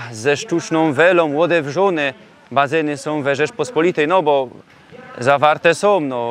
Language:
Silesian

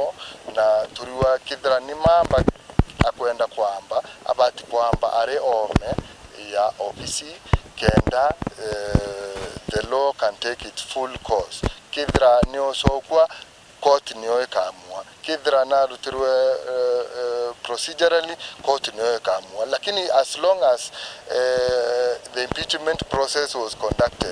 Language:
Meru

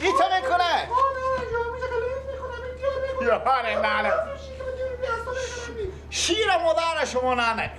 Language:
Persian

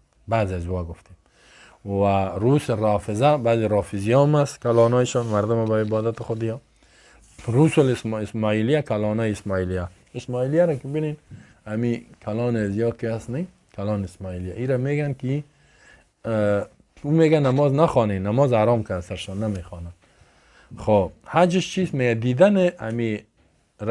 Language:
Persian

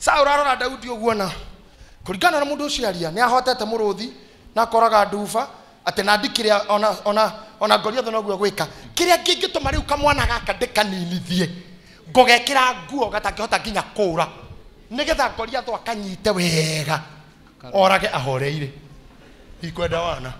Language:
Kikuyu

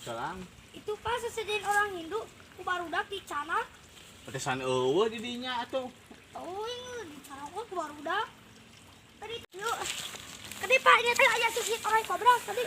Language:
Sundanese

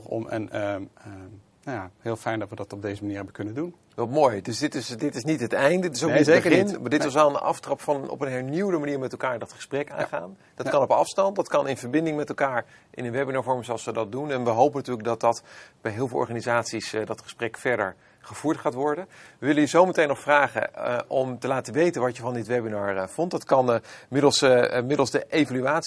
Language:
Dutch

